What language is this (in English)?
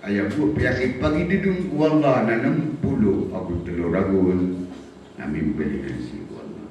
Maranao